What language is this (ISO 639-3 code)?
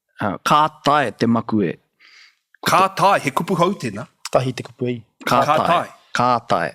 mri